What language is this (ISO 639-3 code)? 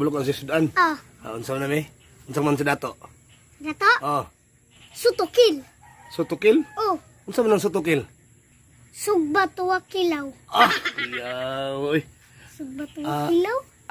ceb